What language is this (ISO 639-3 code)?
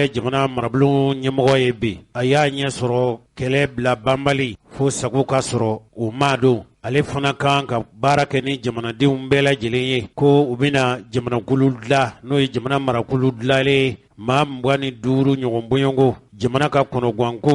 bam